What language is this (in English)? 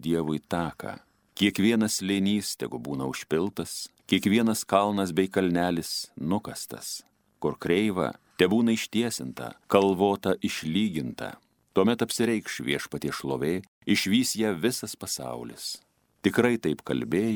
Lithuanian